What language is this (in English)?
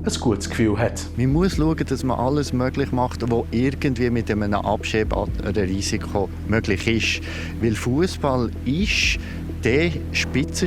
Swiss German